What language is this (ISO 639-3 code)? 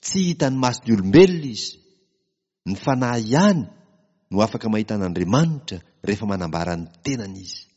mlg